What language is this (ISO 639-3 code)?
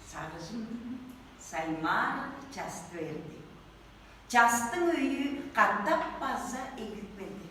tyv